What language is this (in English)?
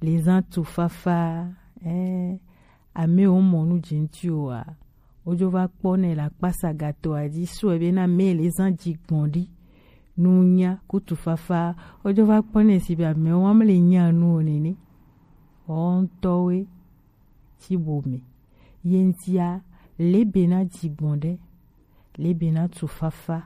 Gen